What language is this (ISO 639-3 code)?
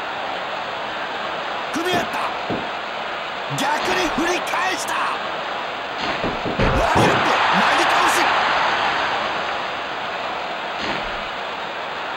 jpn